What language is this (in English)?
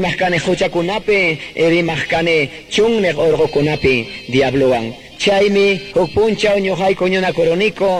Quechua